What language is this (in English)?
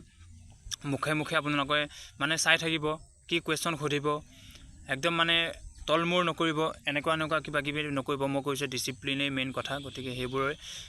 Assamese